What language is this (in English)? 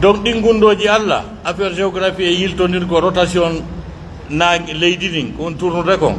Pular